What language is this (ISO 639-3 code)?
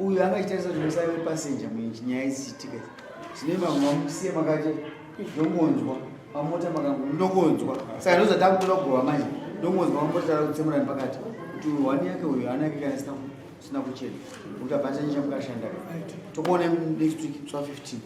sna